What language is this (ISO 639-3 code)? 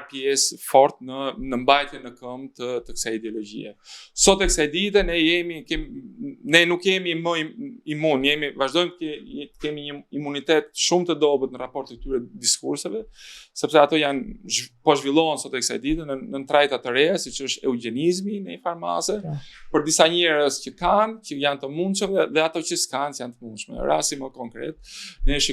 sqi